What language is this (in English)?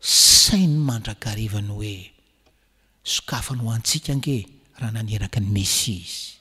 Malagasy